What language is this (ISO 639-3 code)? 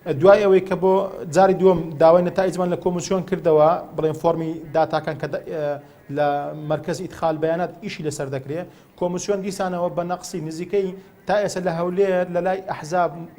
ckb